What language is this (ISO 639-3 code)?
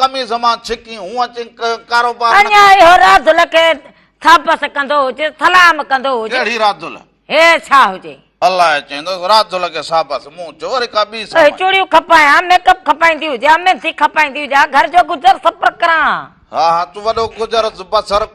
snd